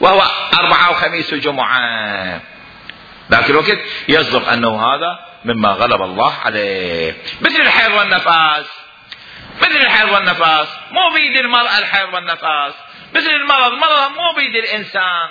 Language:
Mesopotamian Arabic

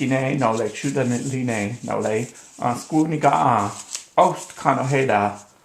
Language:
Cherokee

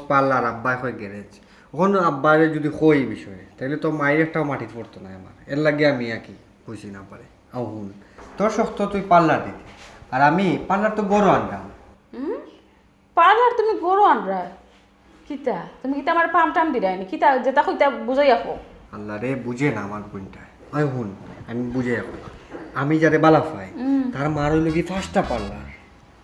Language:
Sylheti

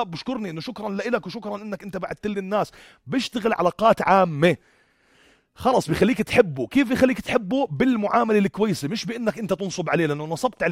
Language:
North Levantine Arabic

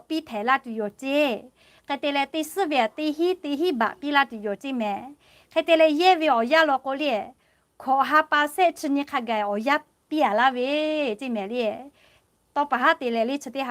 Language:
Lahu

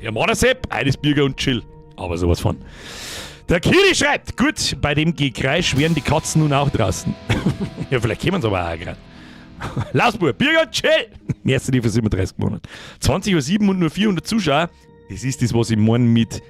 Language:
Bavarian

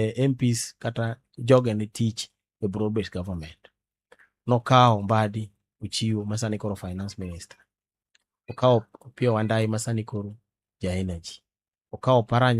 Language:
Luo (Kenya and Tanzania)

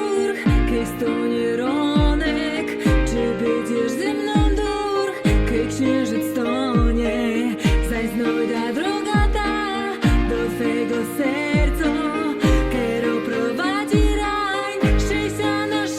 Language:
Silesian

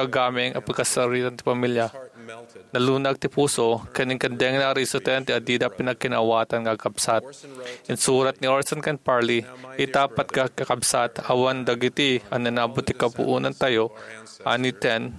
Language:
Iloko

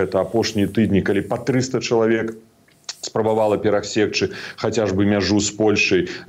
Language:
Belarusian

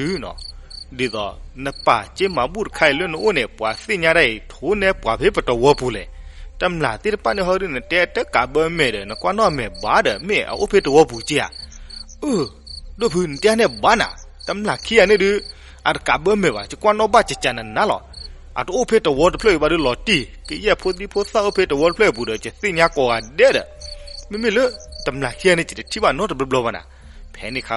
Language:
S'gaw Karen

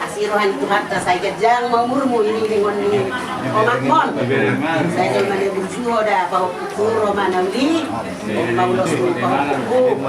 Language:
Batak Toba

